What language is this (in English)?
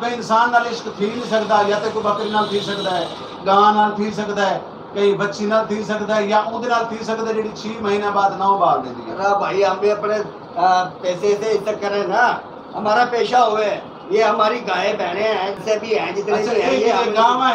Saraiki